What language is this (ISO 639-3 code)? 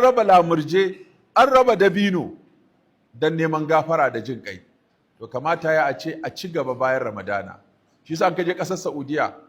hau